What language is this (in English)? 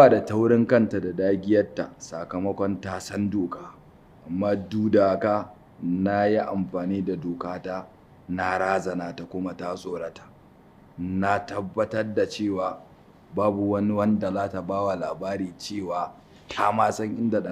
Hausa